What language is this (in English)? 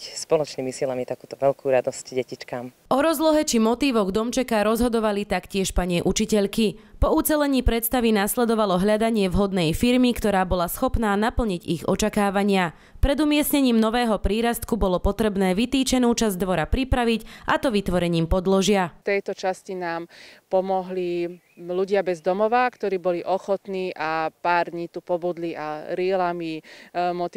Slovak